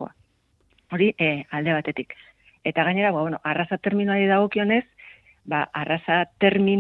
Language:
Basque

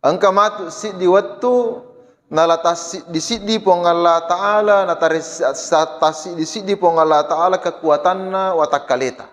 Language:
Buginese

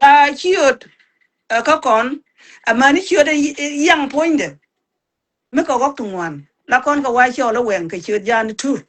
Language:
Nuer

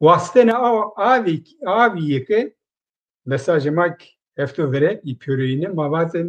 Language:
Zaza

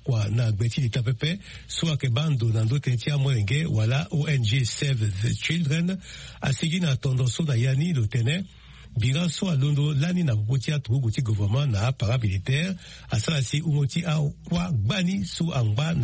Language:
Sango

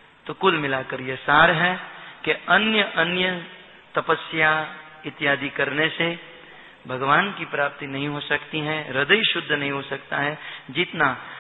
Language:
Hindi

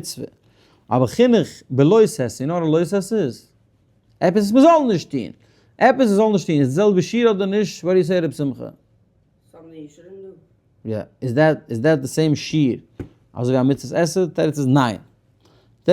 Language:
Yiddish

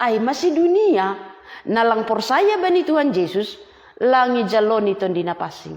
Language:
Batak Simalungun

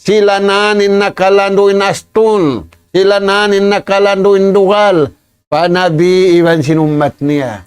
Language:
Tausug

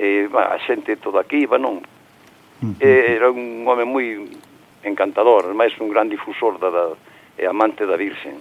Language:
Galician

